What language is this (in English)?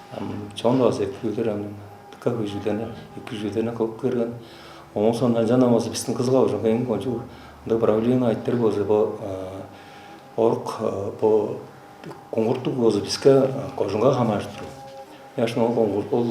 Tuvinian